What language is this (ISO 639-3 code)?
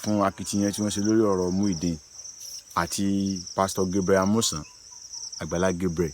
yor